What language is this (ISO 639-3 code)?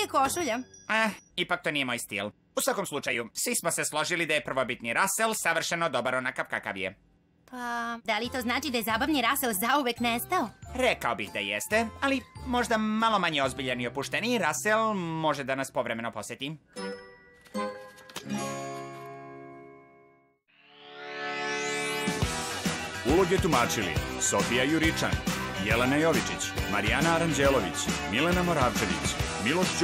srp